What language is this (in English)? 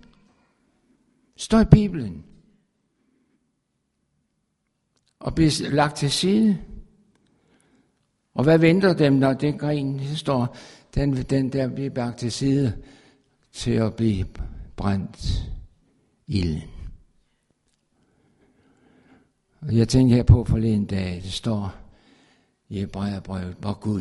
Danish